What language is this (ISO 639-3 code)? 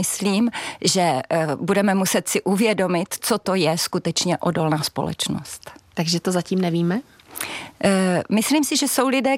ces